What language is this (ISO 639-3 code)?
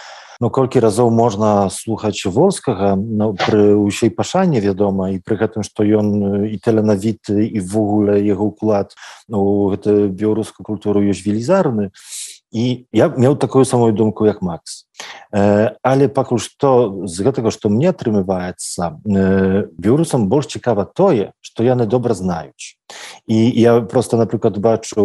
bel